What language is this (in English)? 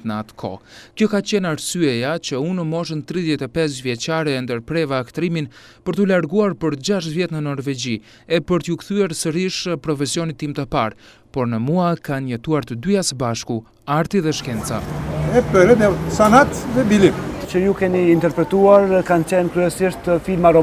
Albanian